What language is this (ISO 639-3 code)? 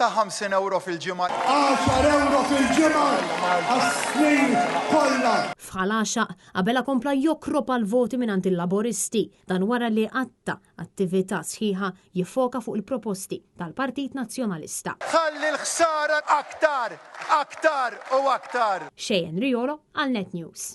mlt